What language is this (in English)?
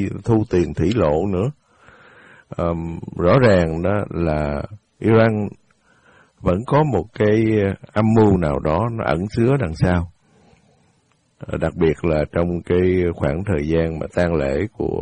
Vietnamese